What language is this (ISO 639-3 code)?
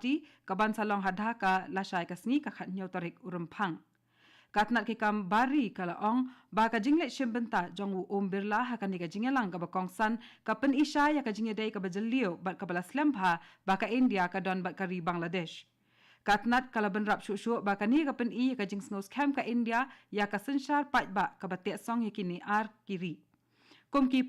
kha